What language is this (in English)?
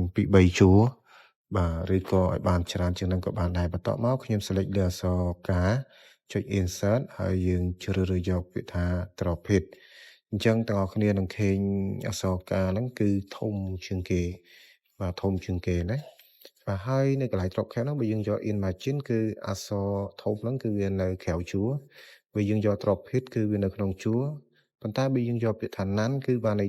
Khmer